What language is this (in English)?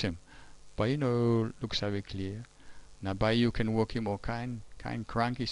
Tok Pisin